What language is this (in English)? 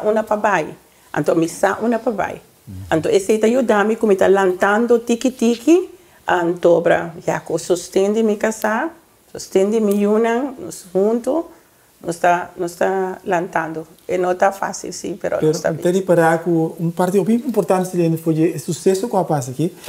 Papiamento